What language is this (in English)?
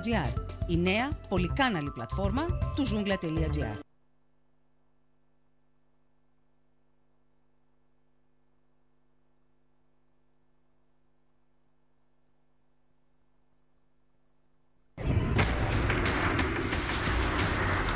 Greek